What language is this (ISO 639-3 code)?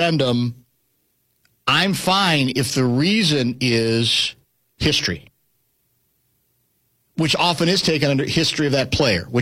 eng